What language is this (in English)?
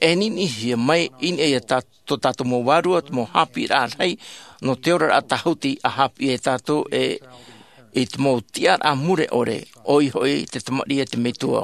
Tahitian